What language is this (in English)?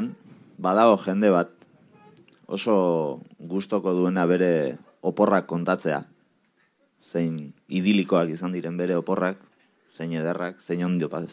Basque